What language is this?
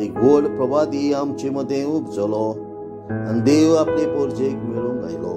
Konkani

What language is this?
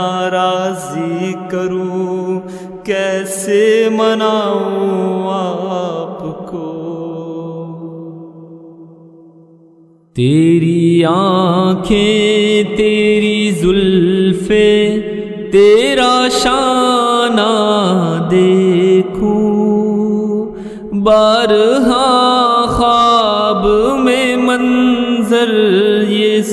Urdu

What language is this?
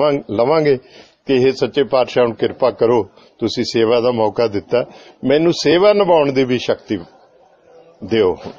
Punjabi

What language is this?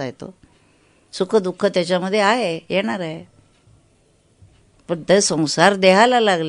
Marathi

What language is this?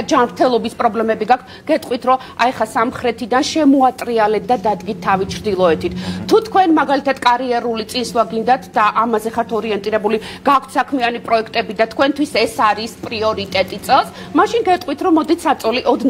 Georgian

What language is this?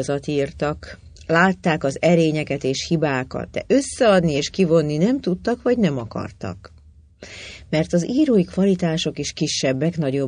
Hungarian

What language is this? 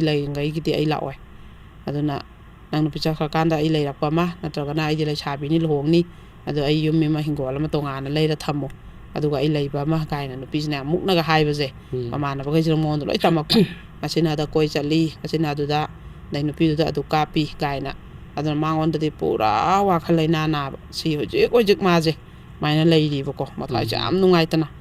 Manipuri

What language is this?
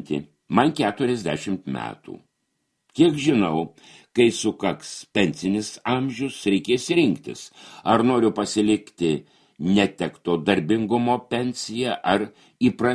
Lithuanian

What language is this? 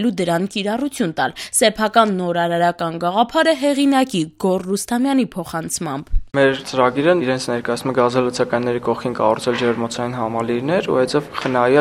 Armenian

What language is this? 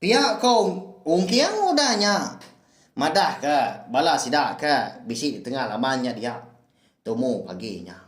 Iban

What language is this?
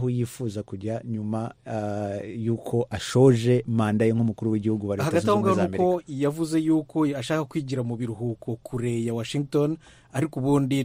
Kinyarwanda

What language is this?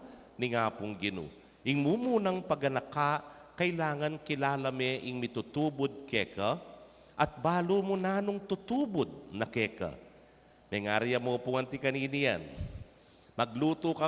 Pampanga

